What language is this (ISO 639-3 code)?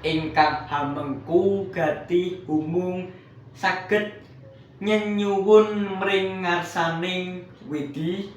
jav